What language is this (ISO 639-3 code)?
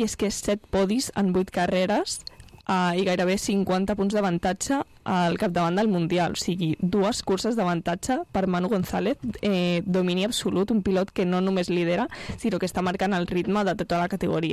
cat